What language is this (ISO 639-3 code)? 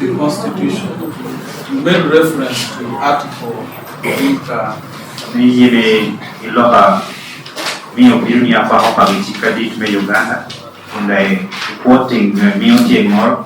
laj